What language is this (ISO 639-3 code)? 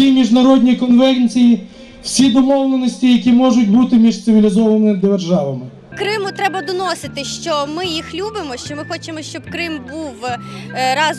ukr